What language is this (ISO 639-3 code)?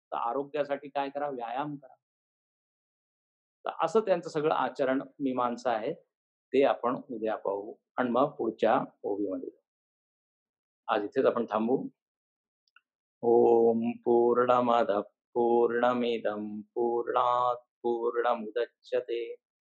mar